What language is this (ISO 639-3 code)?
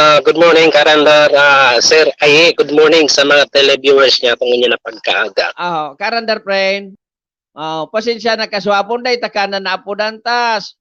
bik